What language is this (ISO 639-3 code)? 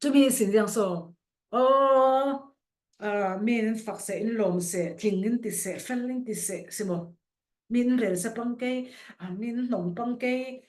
cfm